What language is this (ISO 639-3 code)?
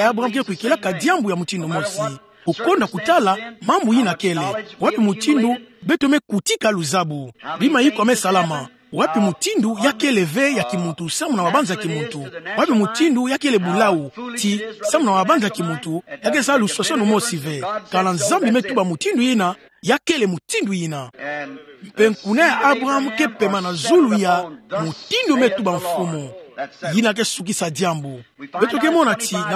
ktu